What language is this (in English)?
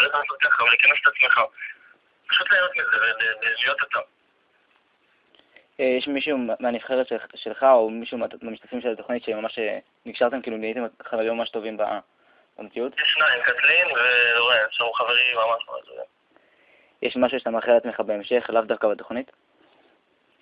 Hebrew